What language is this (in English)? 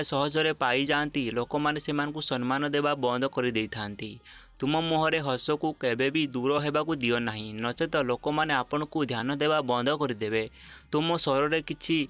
Odia